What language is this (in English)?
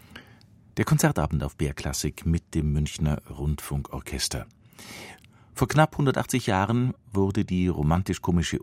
German